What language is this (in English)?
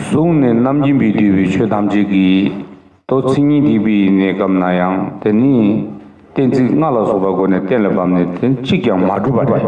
Tibetan